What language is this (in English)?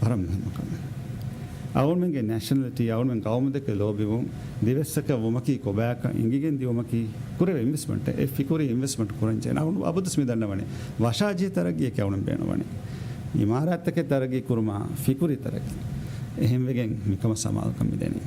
Divehi